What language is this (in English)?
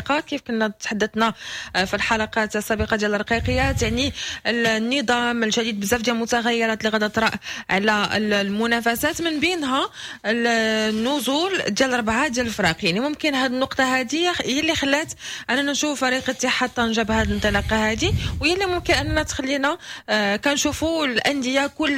Moroccan Arabic